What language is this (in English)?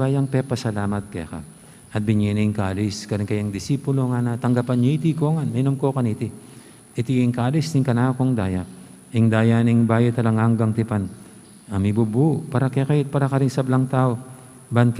Pampanga